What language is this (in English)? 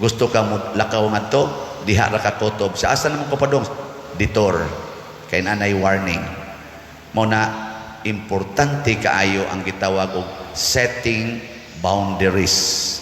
Cebuano